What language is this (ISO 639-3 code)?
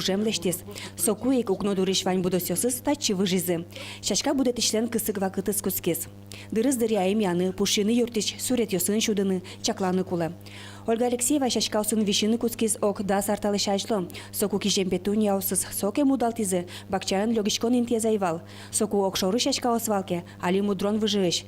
udm